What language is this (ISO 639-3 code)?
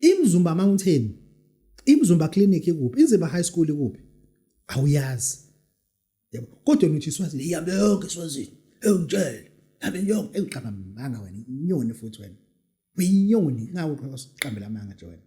zul